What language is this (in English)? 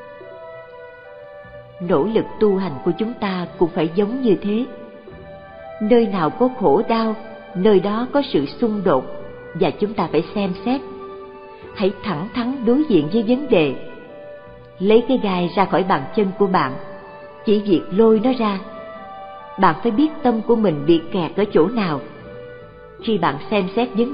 Vietnamese